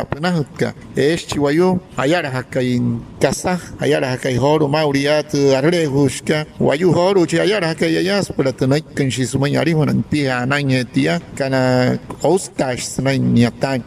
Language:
Wayuu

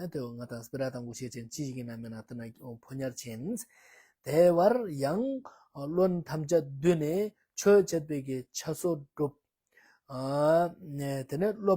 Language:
Ladakhi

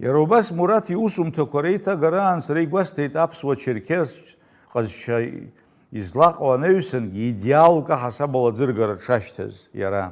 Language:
Abkhazian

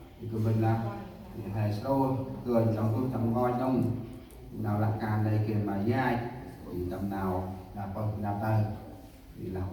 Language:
Central Mnong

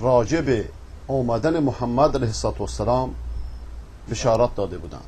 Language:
Persian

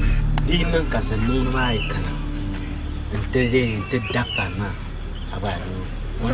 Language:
Dagbani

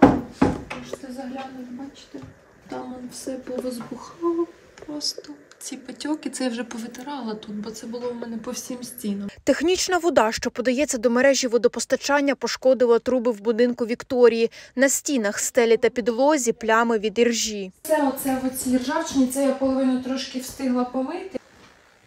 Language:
Ukrainian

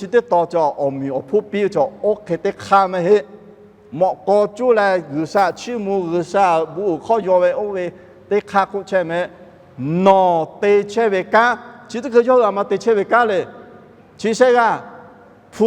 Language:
Lahu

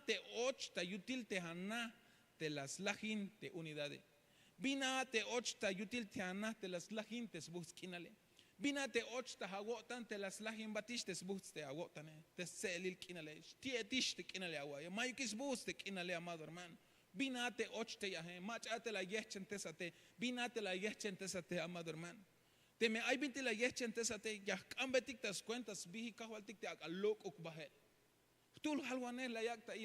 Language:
Tzeltal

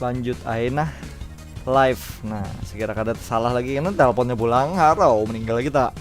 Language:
Banjar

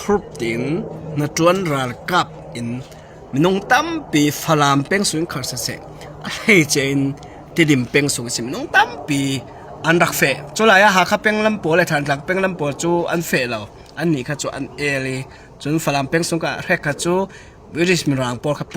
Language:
Falam Chin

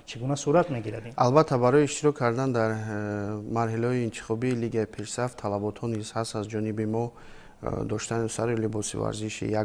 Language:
Tajik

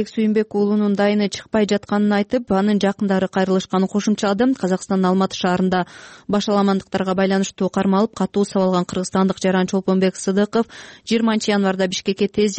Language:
Kyrgyz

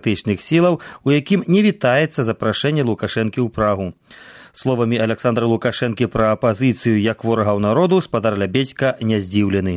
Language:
Belarusian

